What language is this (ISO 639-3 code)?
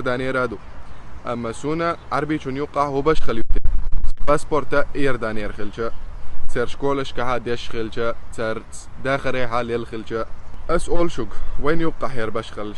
che